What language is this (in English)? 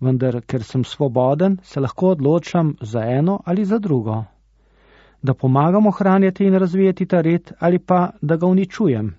Slovenian